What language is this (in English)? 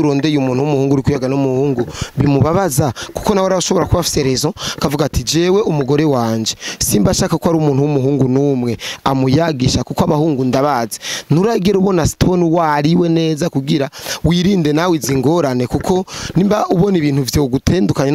Rundi